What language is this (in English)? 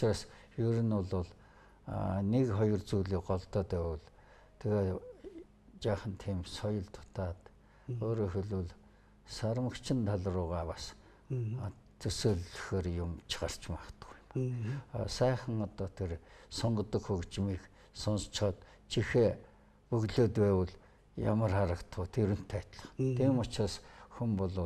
Mongolian